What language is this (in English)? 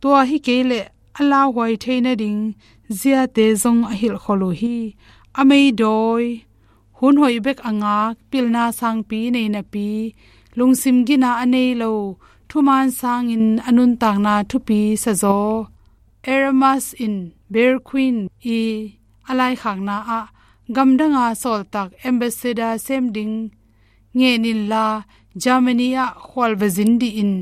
Tedim Chin